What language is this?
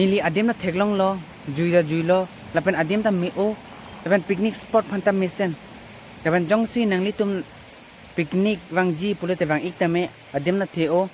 Karbi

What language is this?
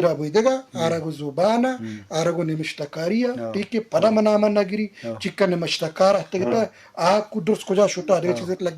Eastern Balochi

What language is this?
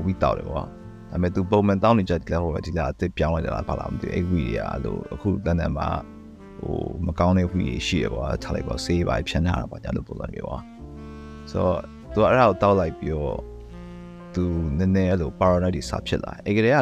Burmese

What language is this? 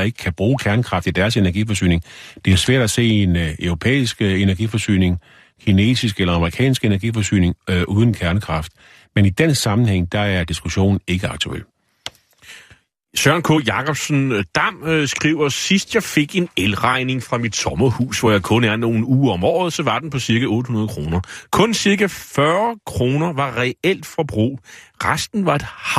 Danish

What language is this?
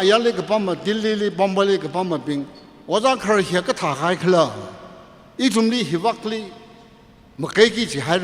Tangkhul Naga (India)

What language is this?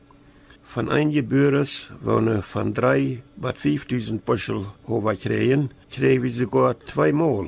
Plautdietsch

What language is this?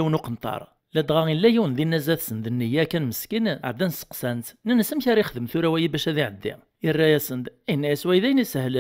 Kabyle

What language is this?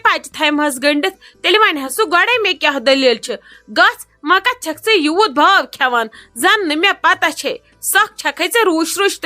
Kashmiri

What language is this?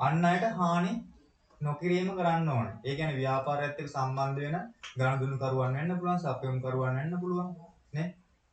Sinhala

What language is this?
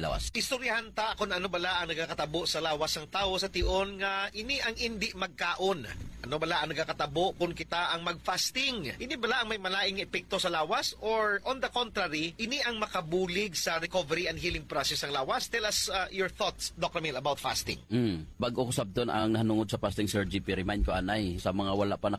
Hiligaynon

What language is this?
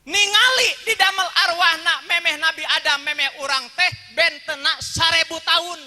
Sundanese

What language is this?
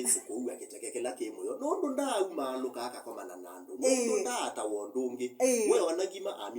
Kamba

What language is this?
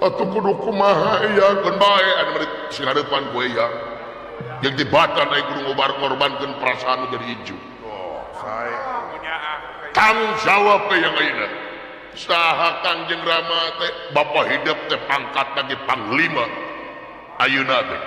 Sundanese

